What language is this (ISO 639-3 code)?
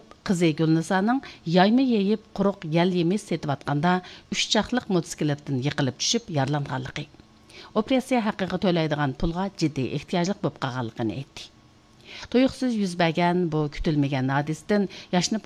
uig